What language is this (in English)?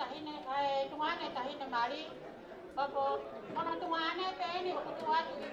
Tongan